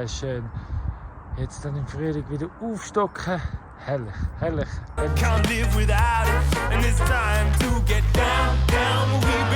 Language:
Swiss German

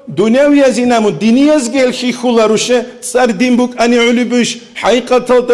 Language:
Avaric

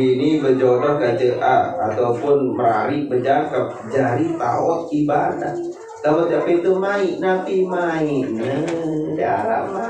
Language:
Sasak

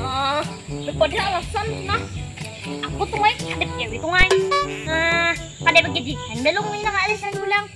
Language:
Banjar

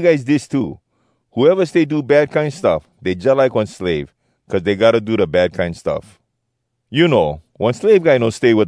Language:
Hawai'i Creole English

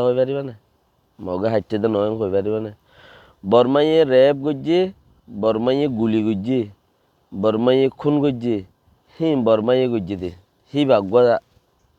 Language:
Rohingya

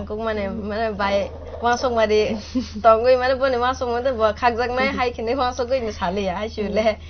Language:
Kok Borok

